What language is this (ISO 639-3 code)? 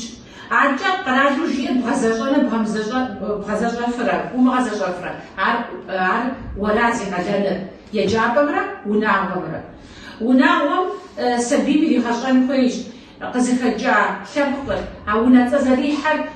kbd